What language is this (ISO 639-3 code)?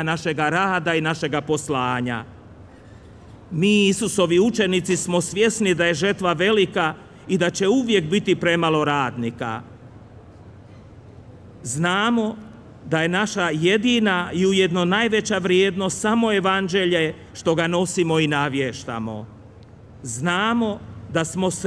hrv